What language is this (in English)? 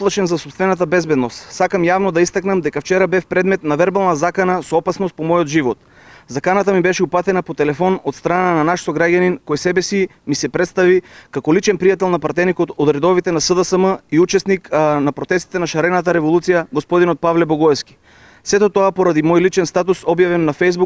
Macedonian